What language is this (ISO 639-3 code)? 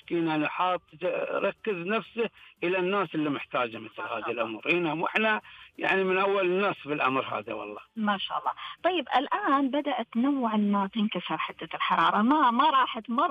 ars